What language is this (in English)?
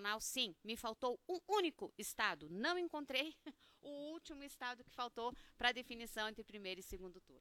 Portuguese